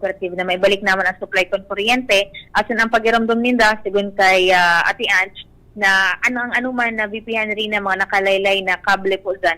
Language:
Bikol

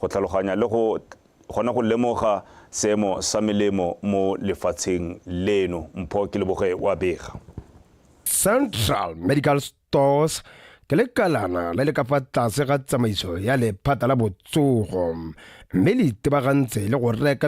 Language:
Tswana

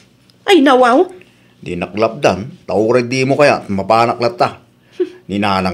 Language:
Iloko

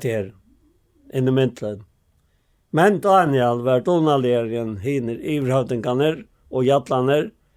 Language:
Faroese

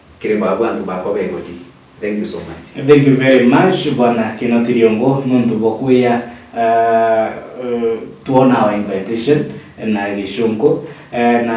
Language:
Meru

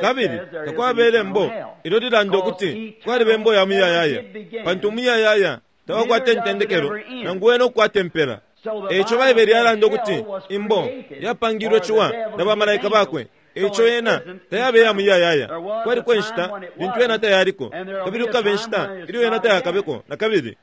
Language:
Bemba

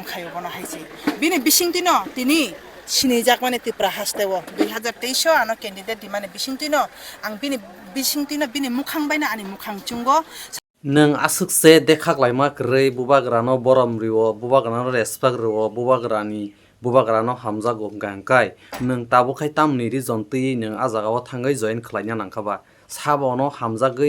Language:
Kok Borok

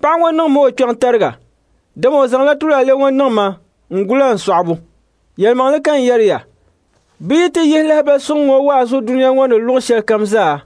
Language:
Dagbani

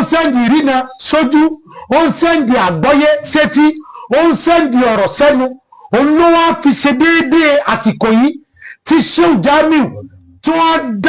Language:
Yoruba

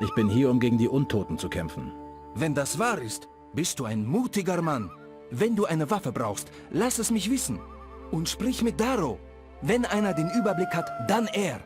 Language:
Bavarian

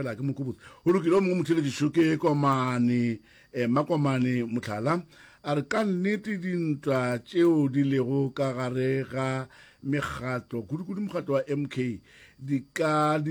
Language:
Northern Sotho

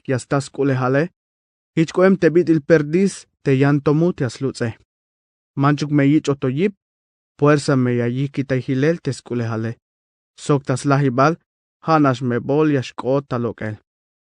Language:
Tzeltal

